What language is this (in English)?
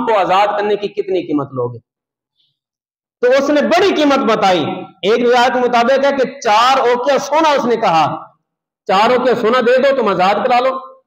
Urdu